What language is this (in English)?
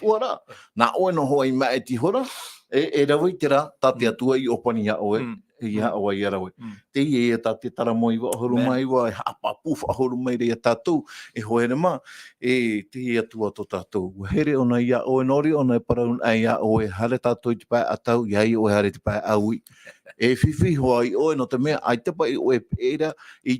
Tahitian